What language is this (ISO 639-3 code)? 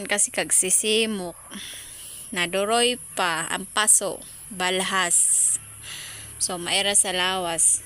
war